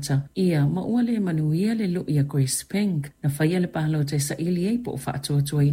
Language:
Samoan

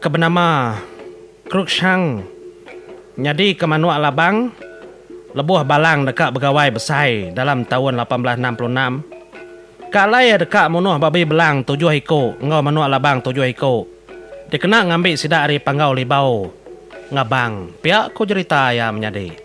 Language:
Iban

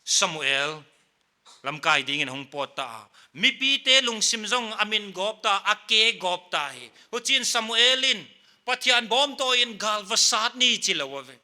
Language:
Paite Chin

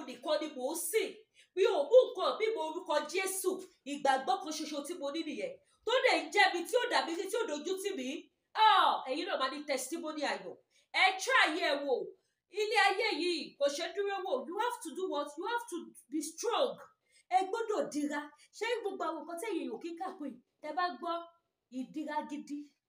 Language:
Yoruba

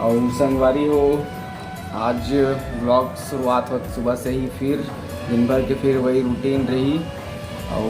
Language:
Chhattisgarhi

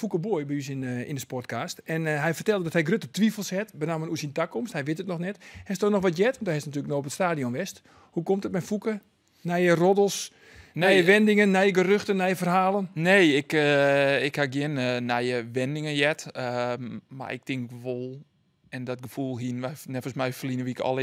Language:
Western Frisian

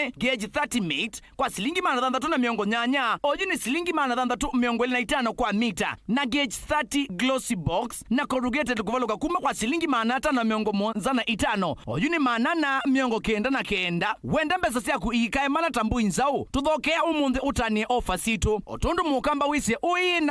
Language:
Kamba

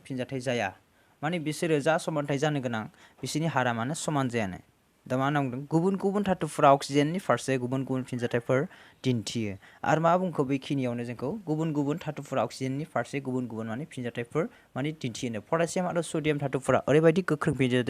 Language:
Bodo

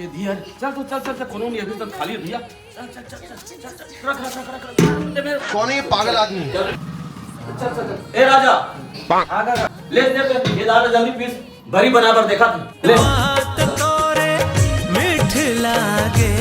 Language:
Chhattisgarhi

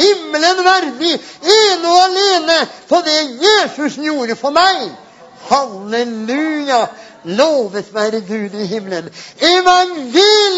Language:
Norwegian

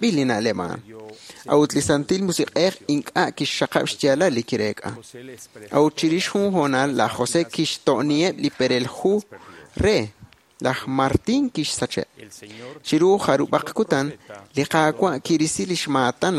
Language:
Kekchí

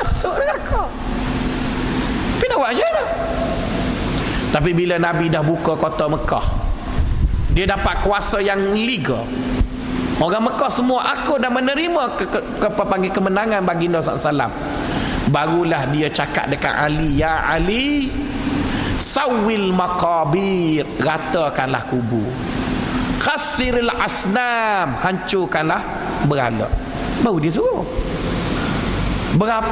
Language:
Malay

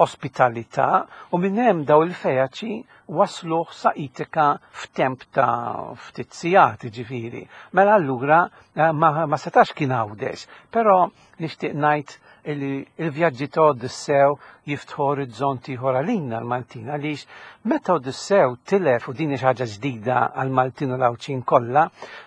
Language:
Maltese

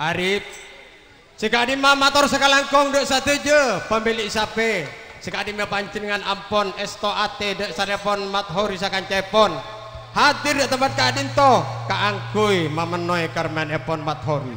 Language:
Madurese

